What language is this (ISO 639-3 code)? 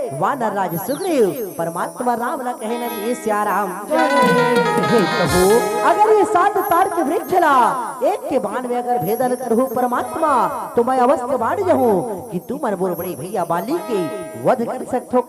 hne